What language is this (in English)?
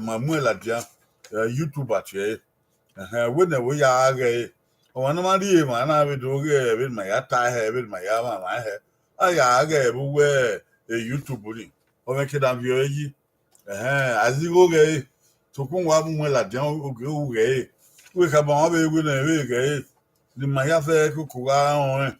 Bini